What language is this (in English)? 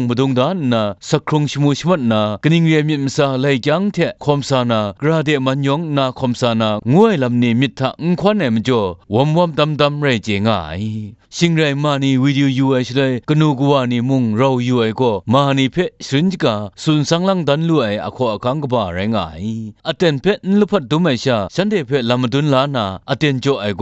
Kachin